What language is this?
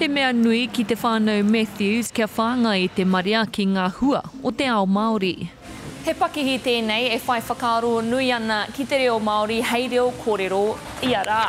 Māori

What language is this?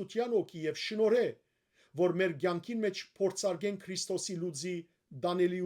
Western Armenian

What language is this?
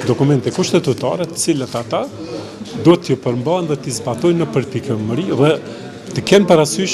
Albanian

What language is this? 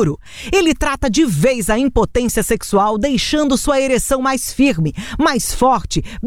Portuguese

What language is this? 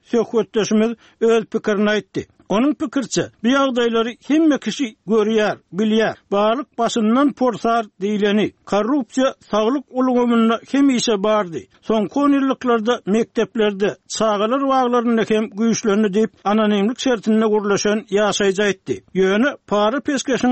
Turkmen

